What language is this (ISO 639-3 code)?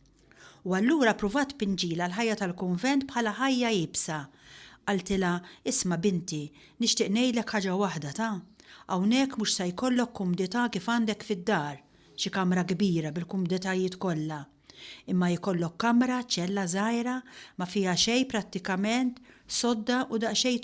mlt